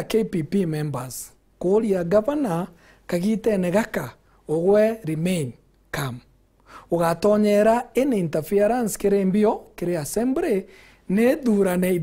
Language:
Meru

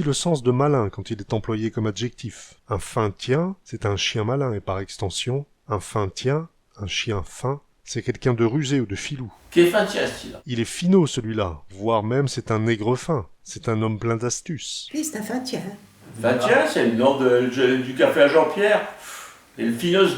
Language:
Picard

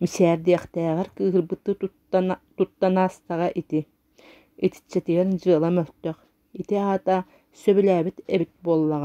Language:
Yakut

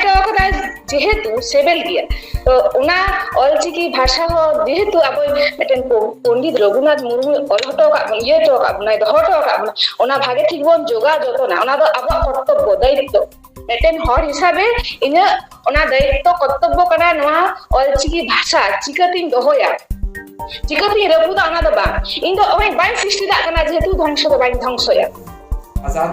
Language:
Santali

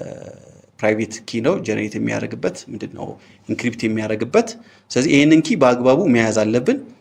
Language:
Amharic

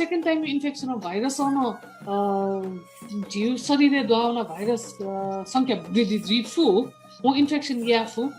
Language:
Newari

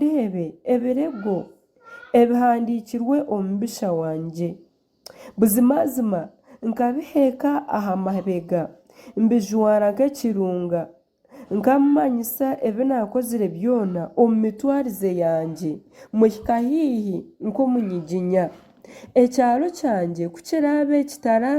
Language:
Nyankole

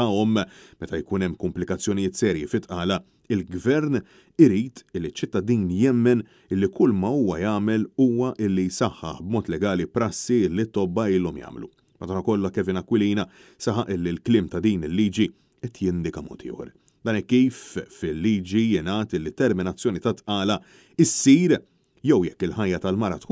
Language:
Maltese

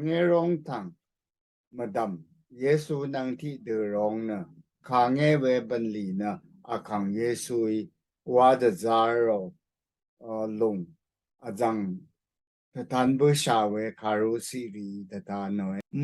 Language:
Rawang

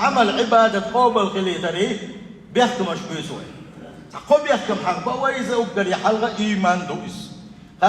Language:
Chechen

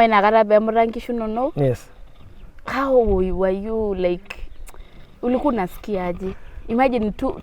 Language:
Masai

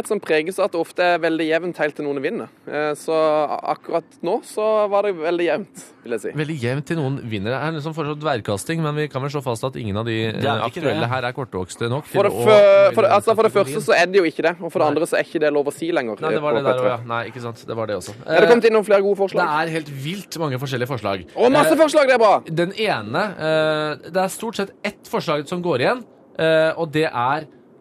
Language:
Norwegian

